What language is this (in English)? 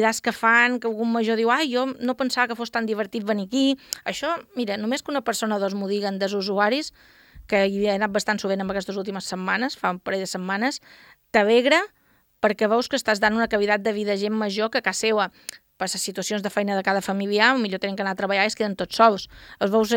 Catalan